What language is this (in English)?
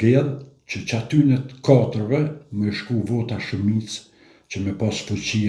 Albanian